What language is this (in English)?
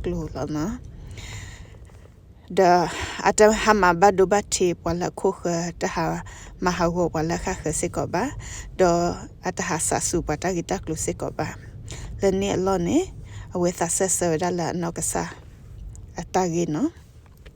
S'gaw Karen